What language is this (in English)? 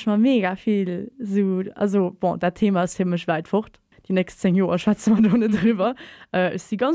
Luxembourgish